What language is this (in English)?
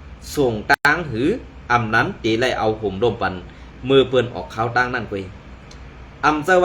Shan